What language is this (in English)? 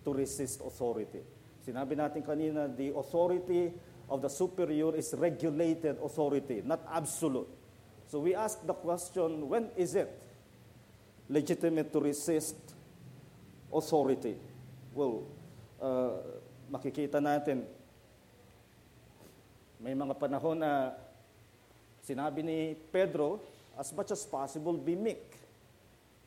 Filipino